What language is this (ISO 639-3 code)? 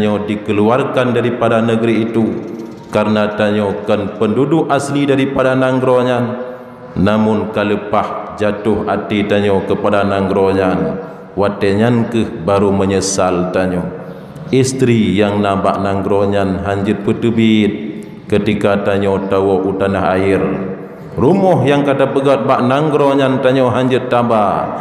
ace